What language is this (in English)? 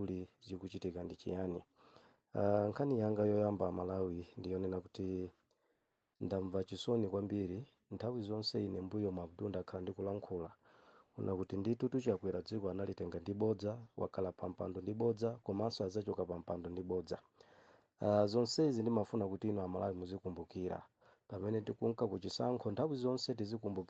Nyanja